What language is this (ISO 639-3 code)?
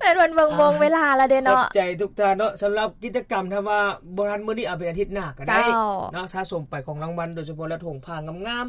lao